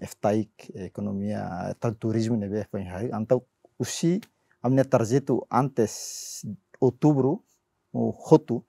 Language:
Tetum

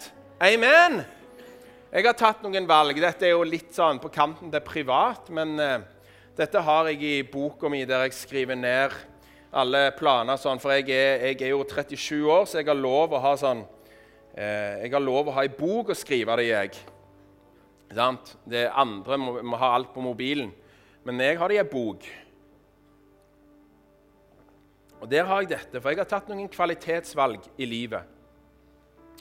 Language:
Norwegian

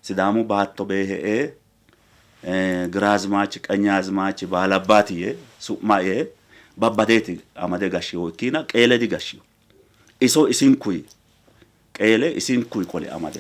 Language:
Sidamo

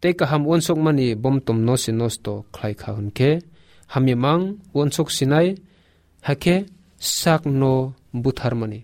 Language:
Kok Borok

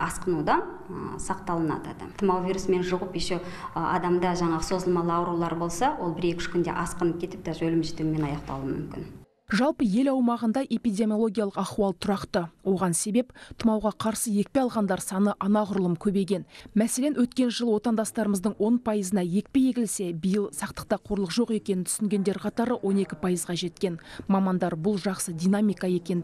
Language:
Kazakh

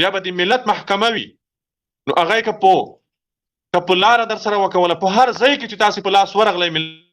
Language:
Pashto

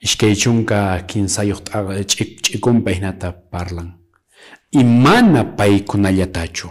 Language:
Quechua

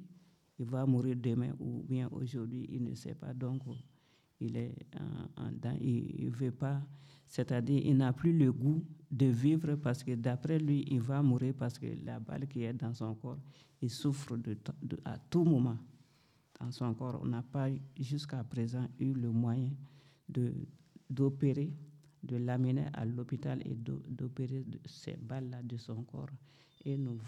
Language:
French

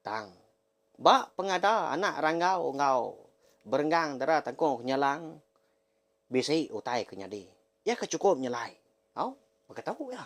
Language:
Iban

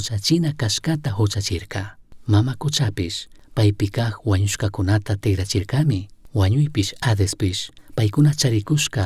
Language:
Chimborazo Highland Quichua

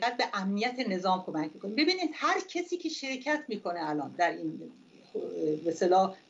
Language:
Persian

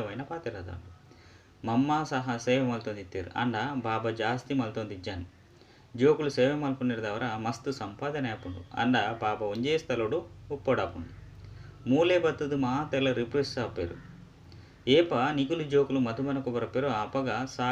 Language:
Tulu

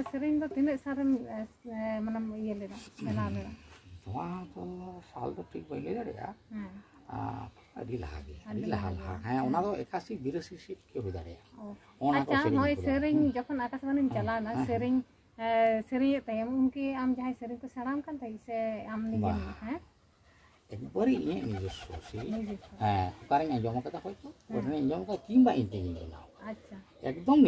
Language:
Santali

